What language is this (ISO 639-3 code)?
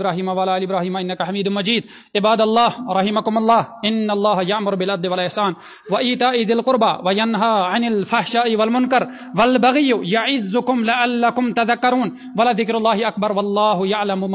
kas